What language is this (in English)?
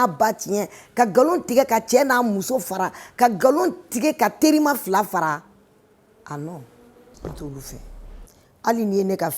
Bambara